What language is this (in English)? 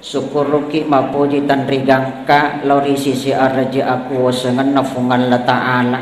Buginese